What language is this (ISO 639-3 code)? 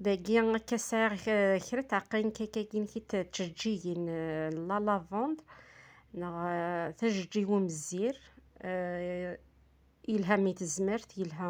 kab